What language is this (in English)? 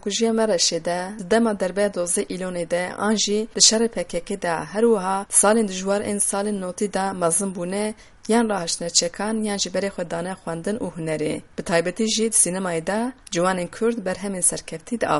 Kurdish